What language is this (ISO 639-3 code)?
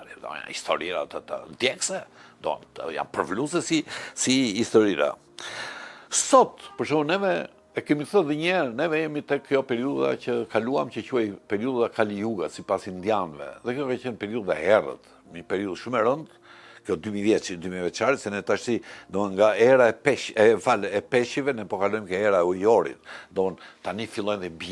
sqi